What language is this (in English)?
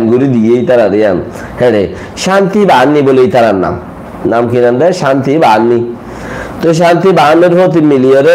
Rohingya